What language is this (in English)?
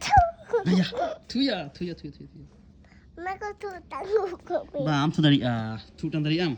Santali